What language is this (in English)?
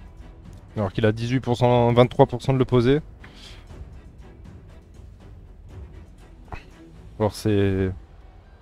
French